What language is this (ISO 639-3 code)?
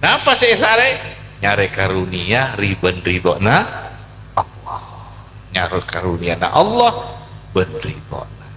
mad